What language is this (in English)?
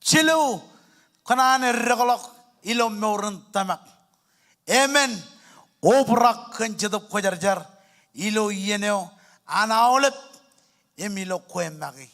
Marshallese